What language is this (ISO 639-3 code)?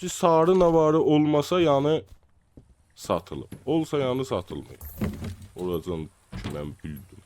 azb